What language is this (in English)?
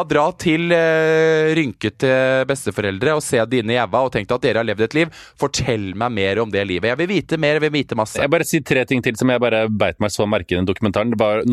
Norwegian